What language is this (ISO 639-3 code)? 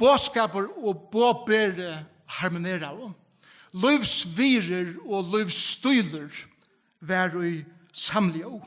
fao